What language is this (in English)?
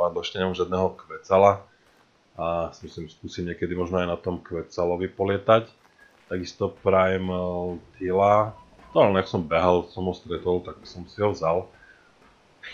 Slovak